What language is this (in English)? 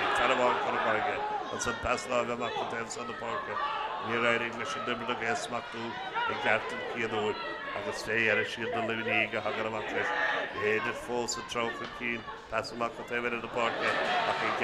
Irish